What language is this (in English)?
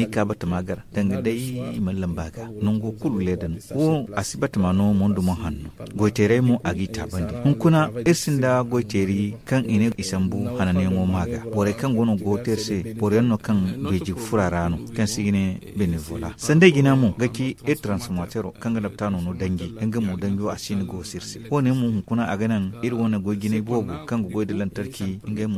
Zarma